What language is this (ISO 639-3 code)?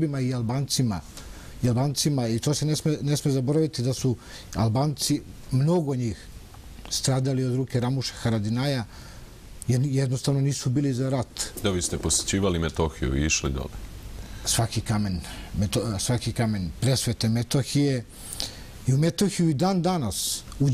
srp